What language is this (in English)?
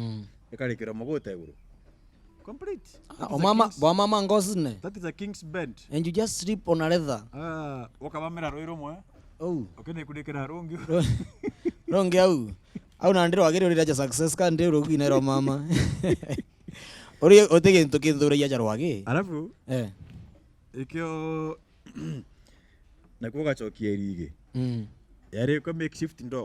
Meru